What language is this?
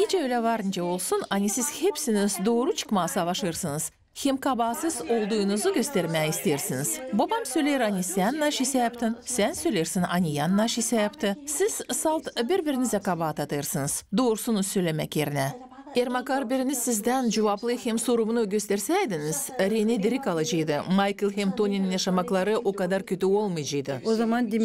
Gagauz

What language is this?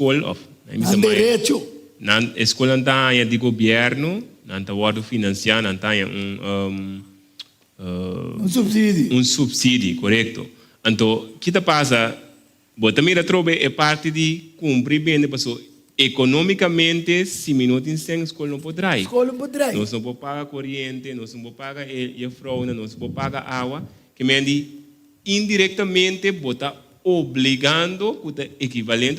Papiamento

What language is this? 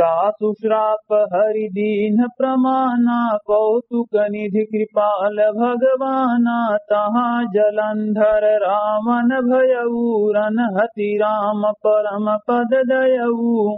Awadhi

